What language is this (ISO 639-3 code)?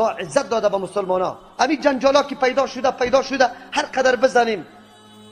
fas